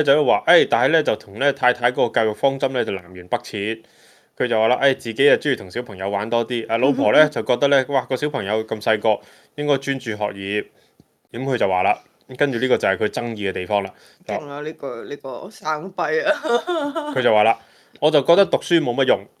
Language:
Cantonese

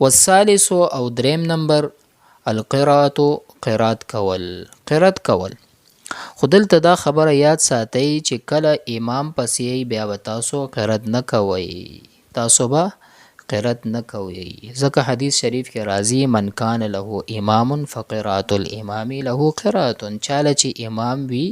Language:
Pashto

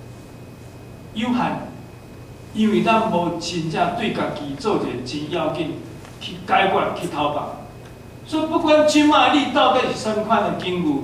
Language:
Min Nan Chinese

